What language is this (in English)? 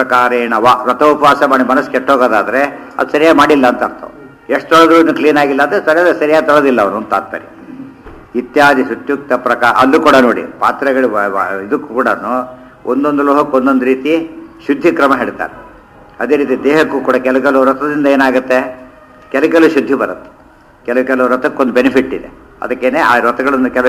Kannada